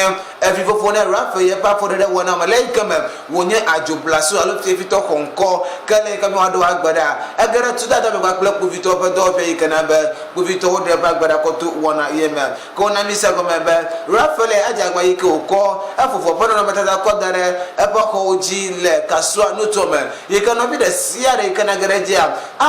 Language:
Ewe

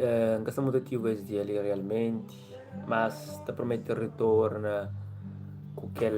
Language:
Kabuverdianu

